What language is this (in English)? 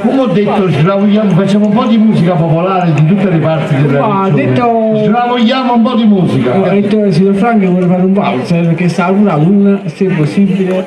Neapolitan